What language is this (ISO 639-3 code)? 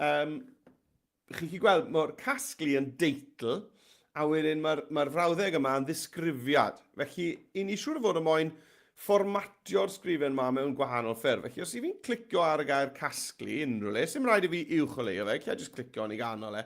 cym